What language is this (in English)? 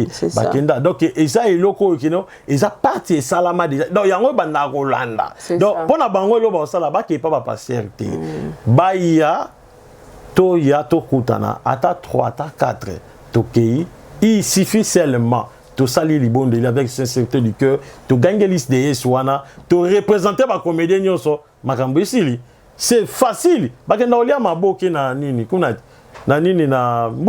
Lingala